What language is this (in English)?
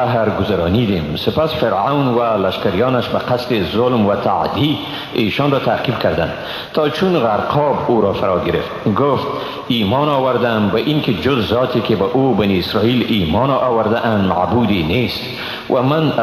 Persian